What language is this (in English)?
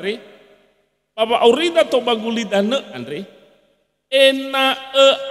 Nias